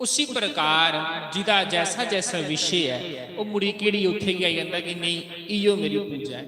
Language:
Dogri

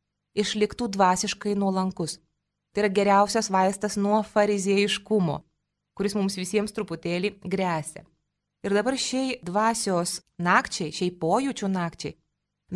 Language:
Lithuanian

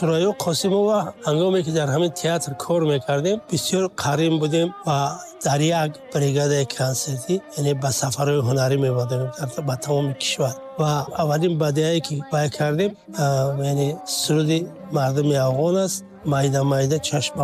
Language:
Tajik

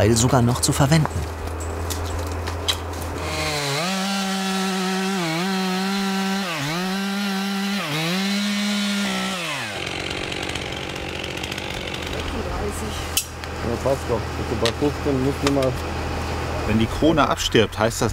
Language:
German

